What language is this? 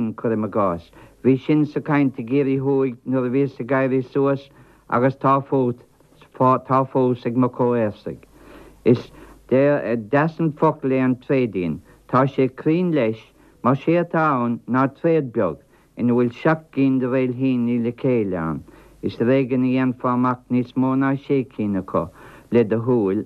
Irish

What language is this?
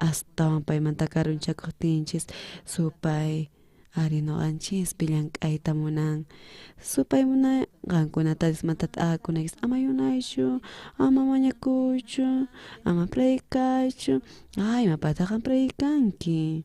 South Bolivian Quechua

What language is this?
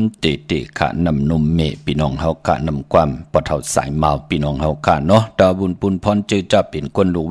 Shan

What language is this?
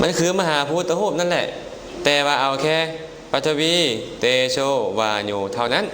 Lao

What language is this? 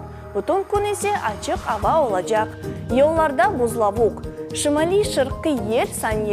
Crimean Tatar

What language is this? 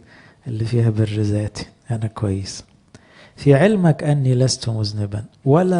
Egyptian Arabic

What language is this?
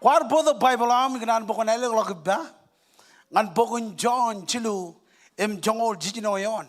Marshallese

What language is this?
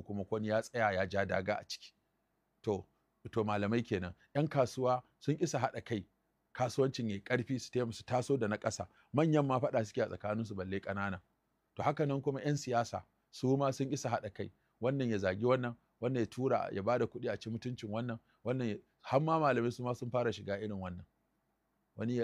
Hausa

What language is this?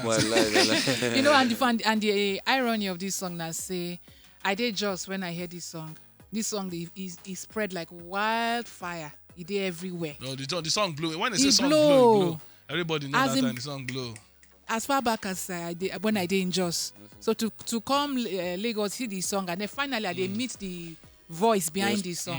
Nigerian Pidgin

